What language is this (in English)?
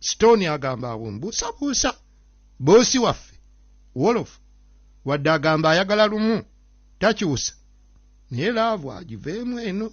Ganda